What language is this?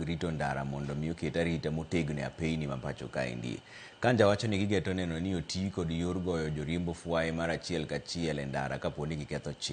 Luo (Kenya and Tanzania)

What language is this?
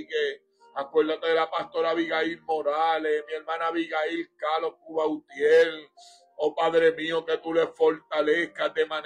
Spanish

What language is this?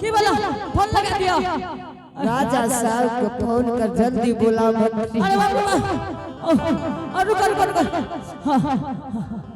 Angika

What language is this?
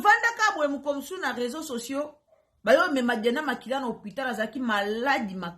Lingala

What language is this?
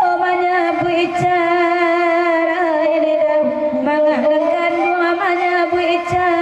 Minangkabau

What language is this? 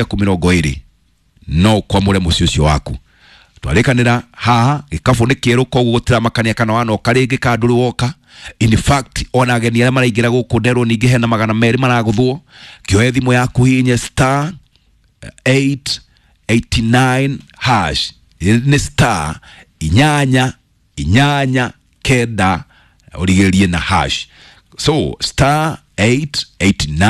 Kikuyu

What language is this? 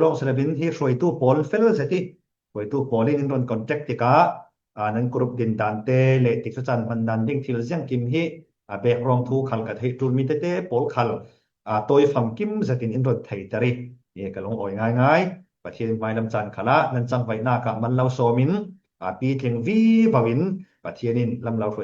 Falam Chin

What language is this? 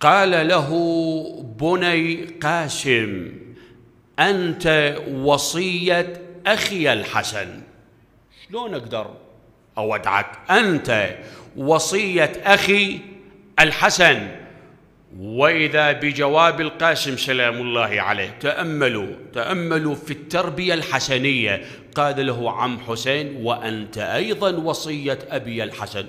Mesopotamian Arabic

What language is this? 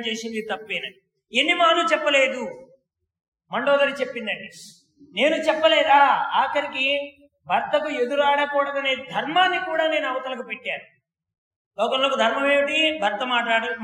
Telugu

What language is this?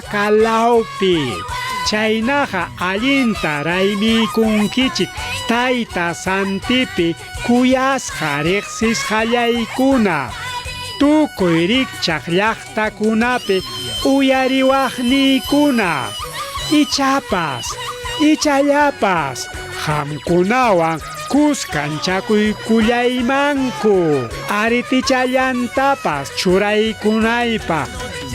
Ayacucho Quechua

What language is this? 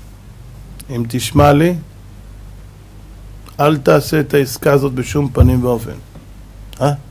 Hebrew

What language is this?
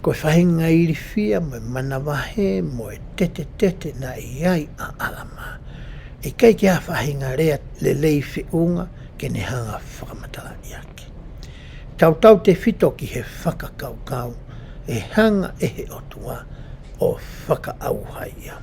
Tongan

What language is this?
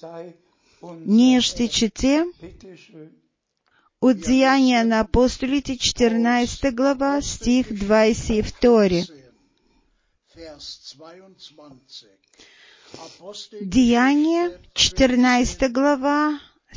Bulgarian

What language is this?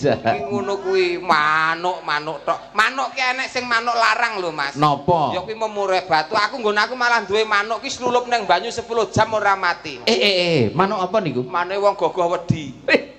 Javanese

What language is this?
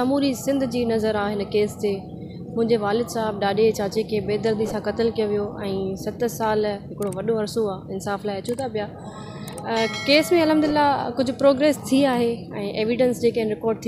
Sindhi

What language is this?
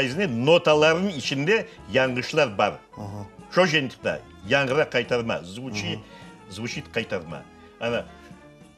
Crimean Tatar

